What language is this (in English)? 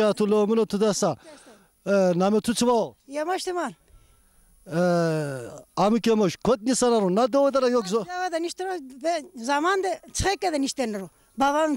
Zaza